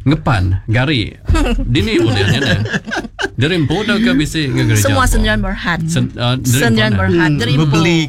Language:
Iban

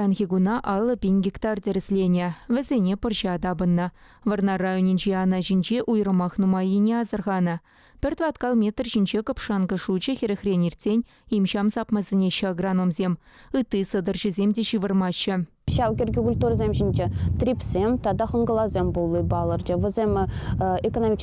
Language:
Chuvash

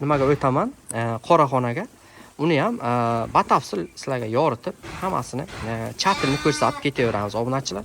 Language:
Uzbek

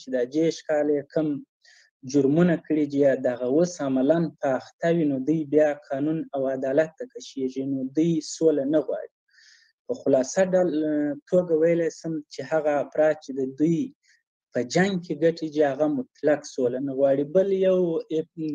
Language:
Pashto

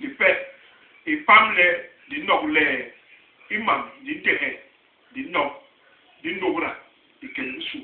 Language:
Basaa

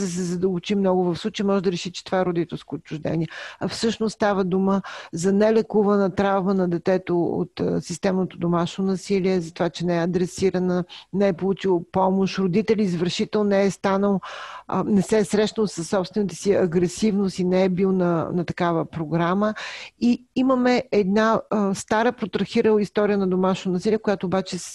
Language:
Bulgarian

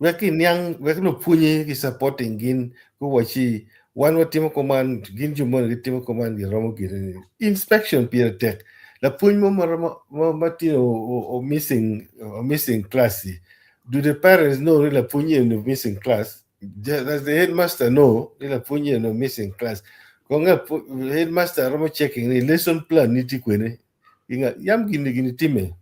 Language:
Acoli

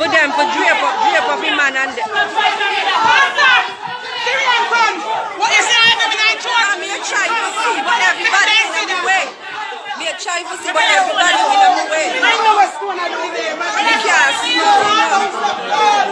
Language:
Jamaican Creole English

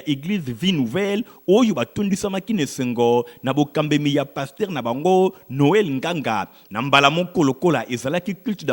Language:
Lingala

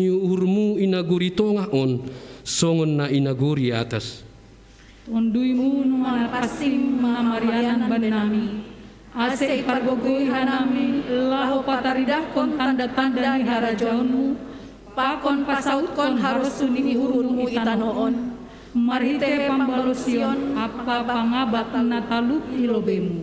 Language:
Batak Simalungun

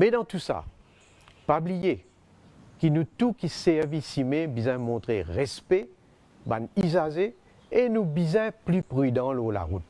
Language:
Morisyen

